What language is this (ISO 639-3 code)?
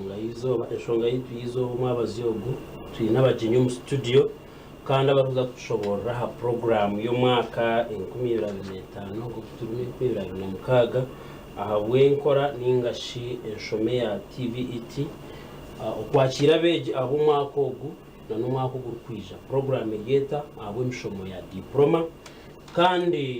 nyn